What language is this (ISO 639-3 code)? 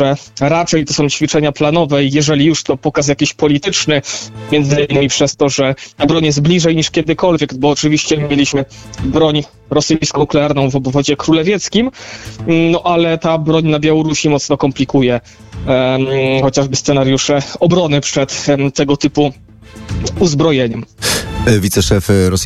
pol